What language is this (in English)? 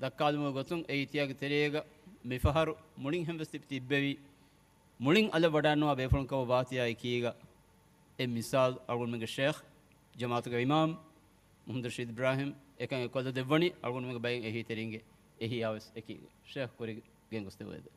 Divehi